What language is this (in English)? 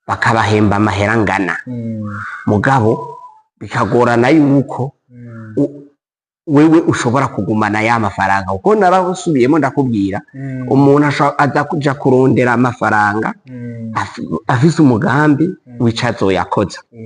Rundi